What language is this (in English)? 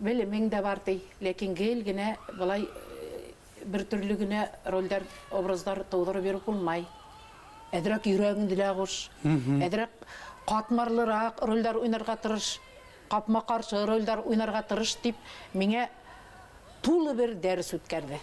Bashkir